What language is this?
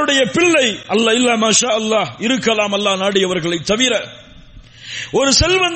Tamil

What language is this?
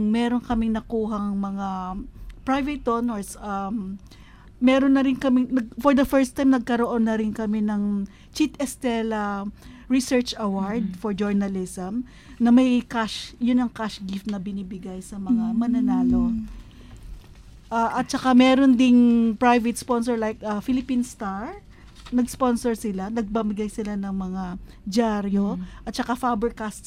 Filipino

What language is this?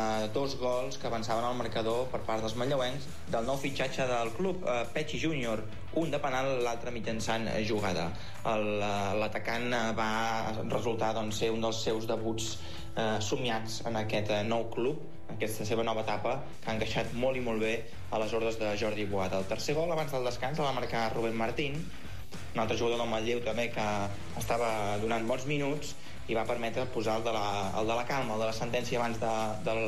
Catalan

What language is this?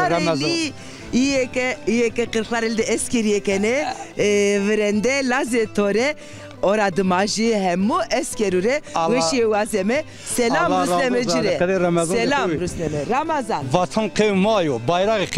Zaza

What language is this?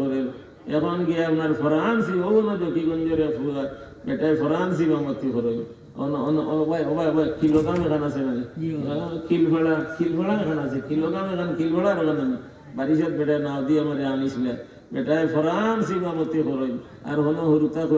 Sylheti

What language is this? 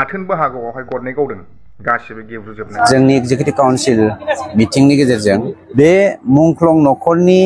Bodo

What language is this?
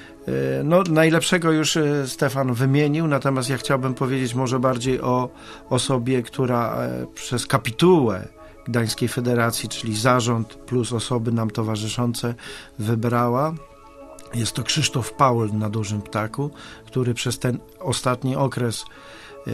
Polish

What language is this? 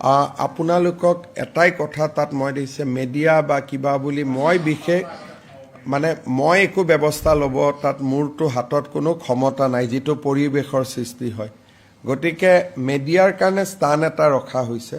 Assamese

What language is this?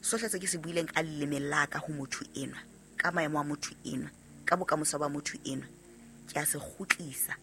Southern Sotho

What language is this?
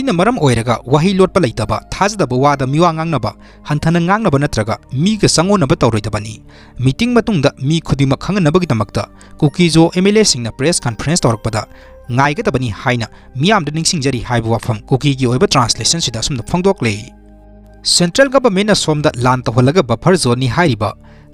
Manipuri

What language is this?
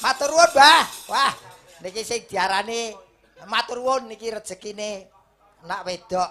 Javanese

